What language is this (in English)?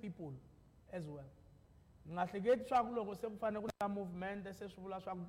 Tsonga